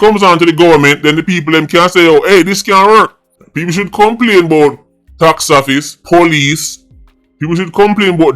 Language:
Jamaican Creole English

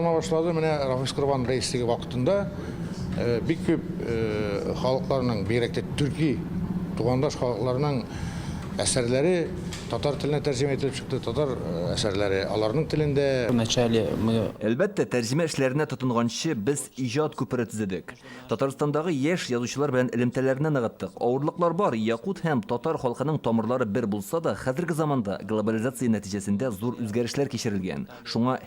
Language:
Tatar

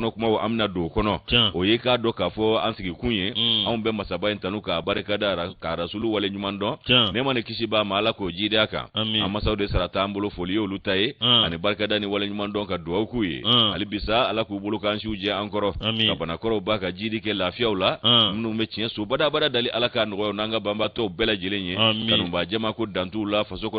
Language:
Bambara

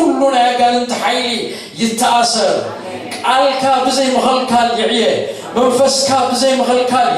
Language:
Tigrinya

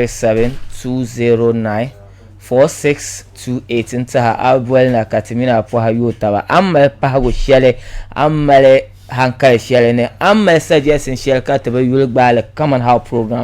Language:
Dagbani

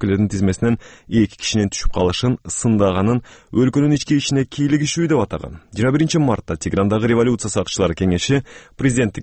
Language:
Kyrgyz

